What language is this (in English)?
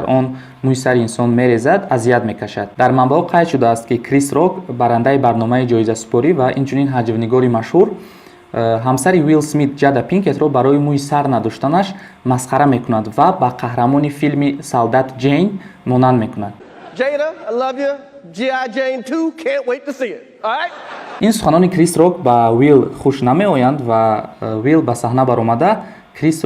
Tajik